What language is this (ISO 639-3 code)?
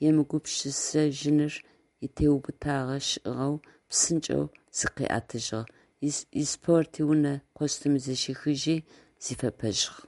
ady